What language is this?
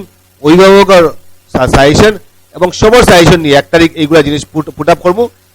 Sylheti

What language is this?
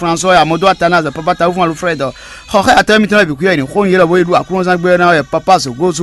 Fon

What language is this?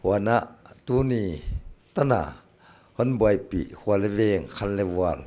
Paite Chin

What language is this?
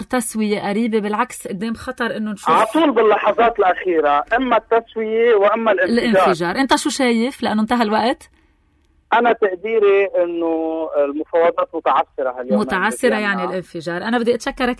North Levantine Arabic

